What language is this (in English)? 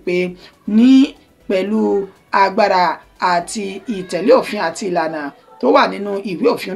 Yoruba